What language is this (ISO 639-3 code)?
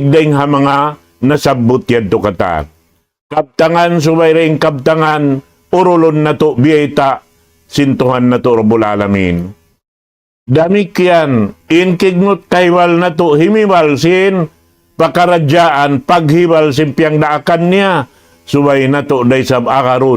tsg